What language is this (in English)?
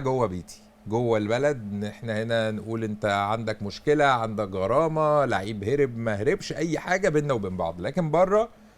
Egyptian Arabic